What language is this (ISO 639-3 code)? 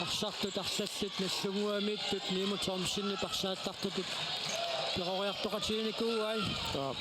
kal